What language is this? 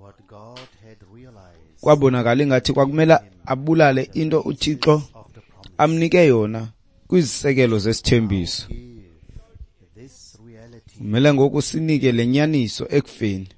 Xhosa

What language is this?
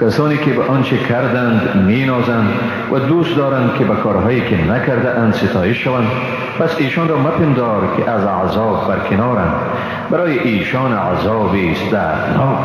Persian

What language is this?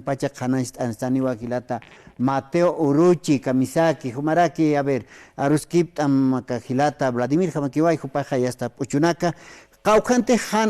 Aymara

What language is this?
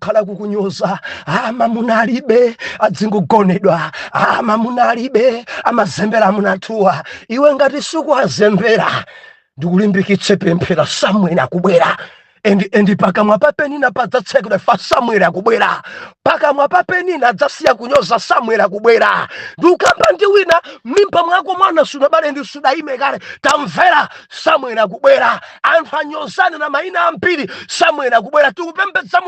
Nyanja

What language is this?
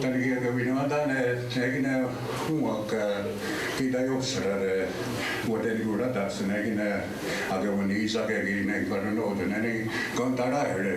Mohawk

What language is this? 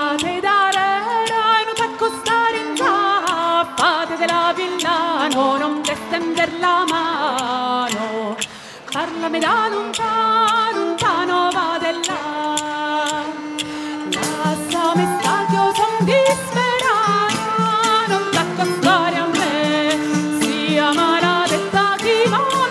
Italian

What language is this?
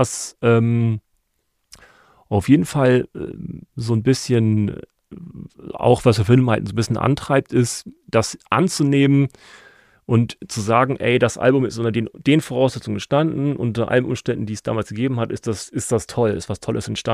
German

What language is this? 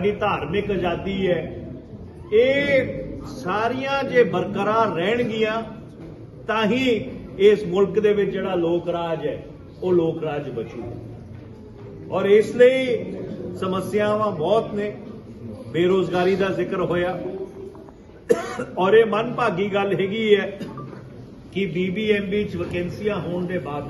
Punjabi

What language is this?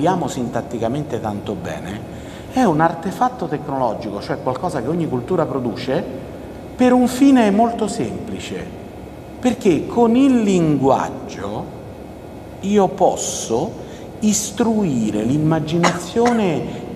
Italian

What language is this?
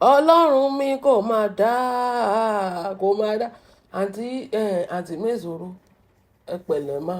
Yoruba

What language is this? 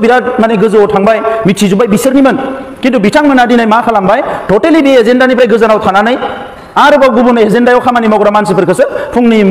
Bodo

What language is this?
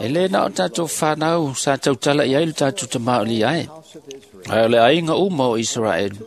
Samoan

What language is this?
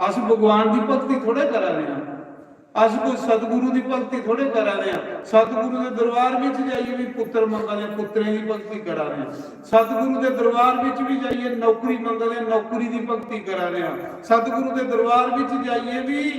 Dogri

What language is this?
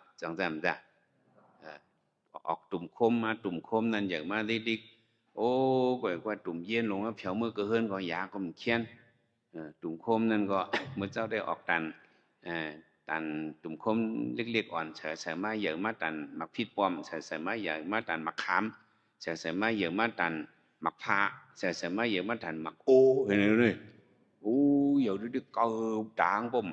Shan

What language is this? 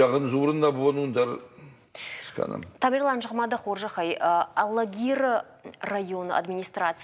Ossetic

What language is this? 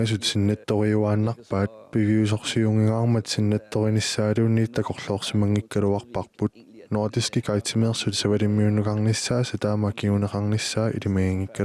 Kalaallisut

